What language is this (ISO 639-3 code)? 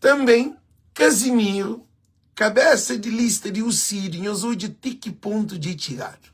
kea